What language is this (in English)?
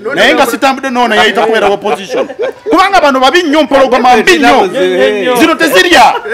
Ganda